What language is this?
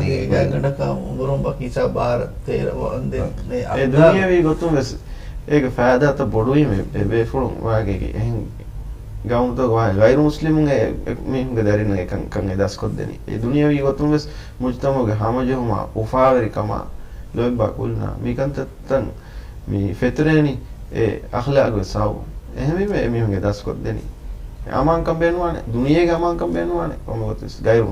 Divehi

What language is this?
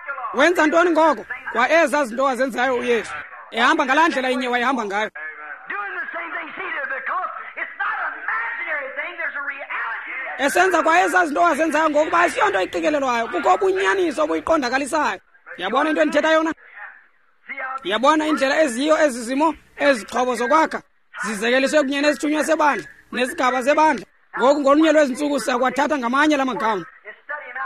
Xhosa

